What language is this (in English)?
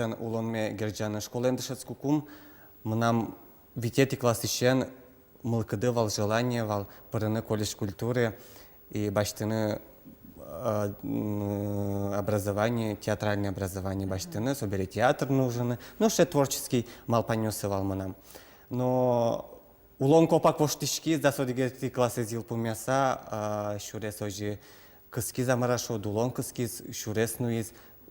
Udmurt